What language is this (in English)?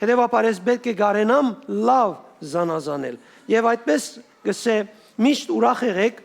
Western Armenian